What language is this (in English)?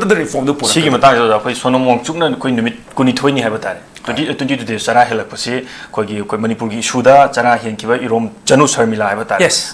Manipuri